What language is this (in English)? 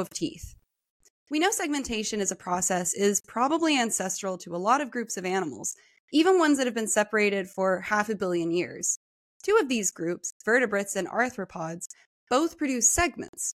English